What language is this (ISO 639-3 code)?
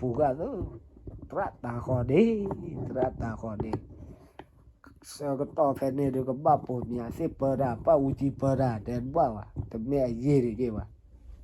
ksw